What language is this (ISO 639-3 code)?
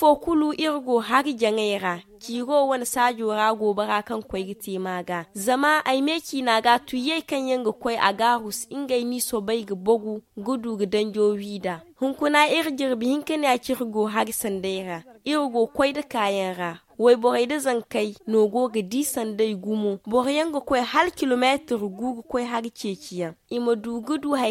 dje